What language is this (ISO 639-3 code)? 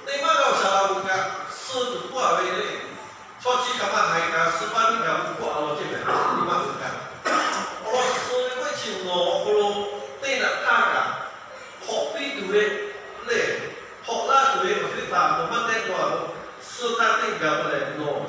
lhu